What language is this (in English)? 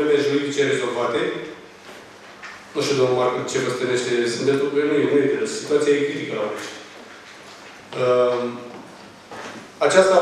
Romanian